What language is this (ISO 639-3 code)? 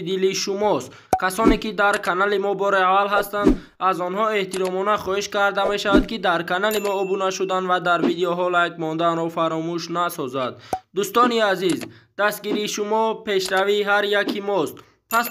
tgk